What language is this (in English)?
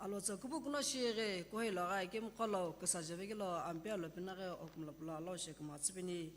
Sumi Naga